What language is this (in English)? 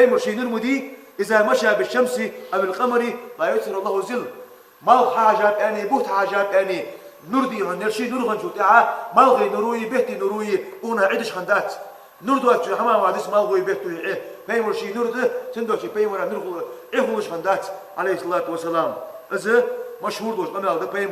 Ingush